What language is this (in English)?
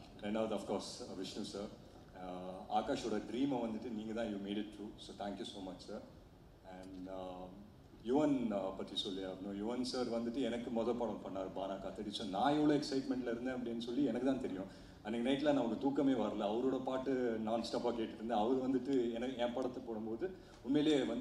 Tamil